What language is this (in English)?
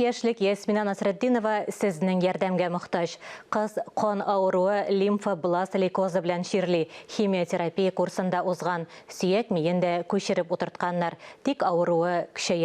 Tatar